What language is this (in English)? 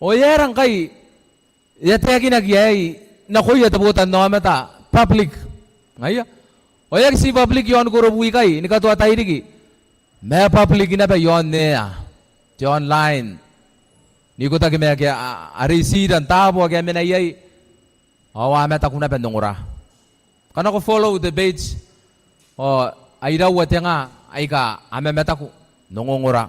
Gilbertese